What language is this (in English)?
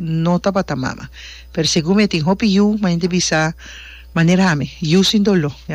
Papiamento